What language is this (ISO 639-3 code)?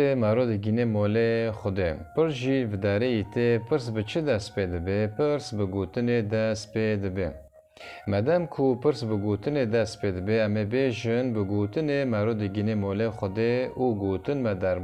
kur